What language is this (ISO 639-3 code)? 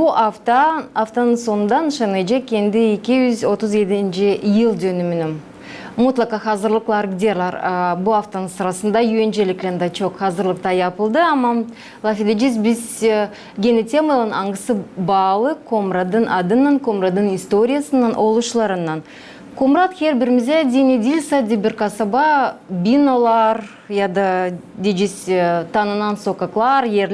gag